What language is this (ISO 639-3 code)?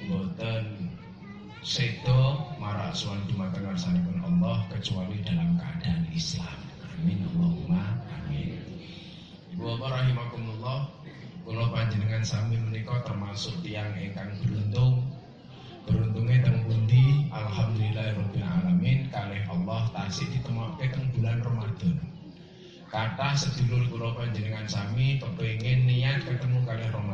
jav